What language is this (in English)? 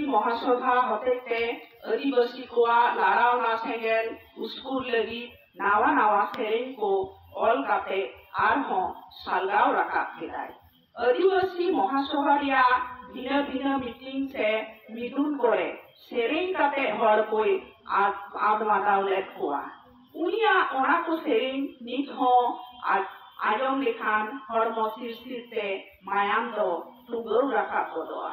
Santali